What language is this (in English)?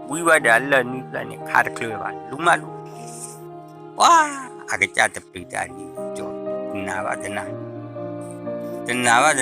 S'gaw Karen